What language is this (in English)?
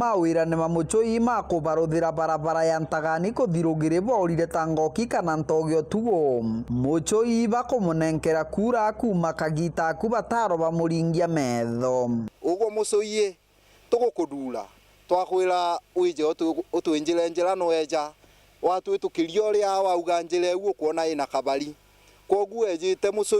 Meru